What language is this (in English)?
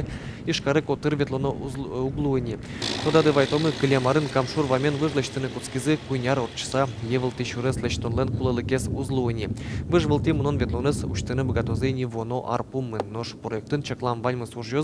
Udmurt